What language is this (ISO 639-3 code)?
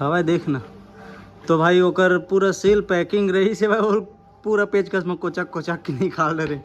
hne